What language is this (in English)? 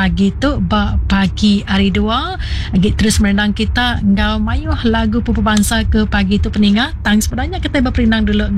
Iban